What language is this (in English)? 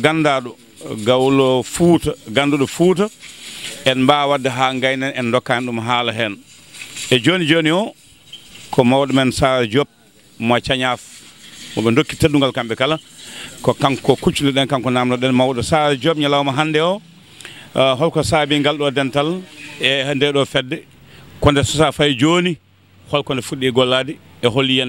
Fula